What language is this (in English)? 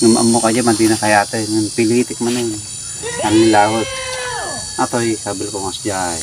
Iloko